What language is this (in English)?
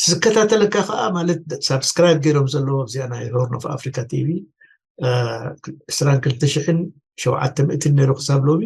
Tigrinya